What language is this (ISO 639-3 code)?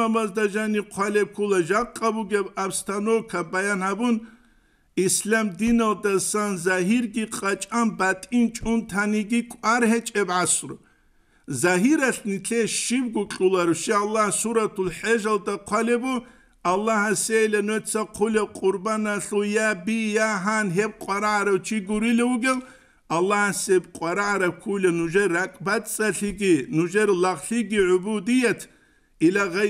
ava